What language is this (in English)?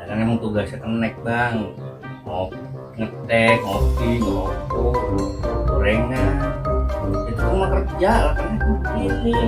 Betawi